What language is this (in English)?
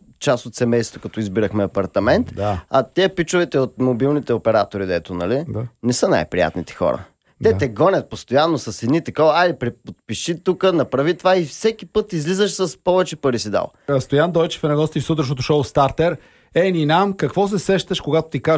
Bulgarian